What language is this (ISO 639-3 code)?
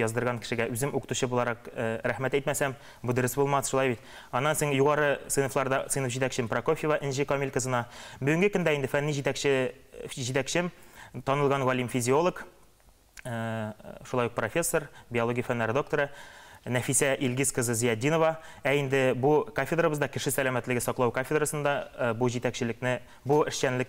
tat